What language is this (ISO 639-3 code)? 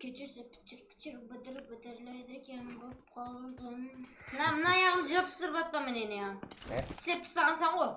kaa